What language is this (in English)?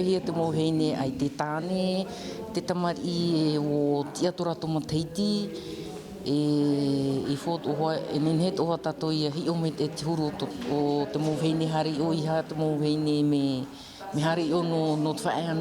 Tahitian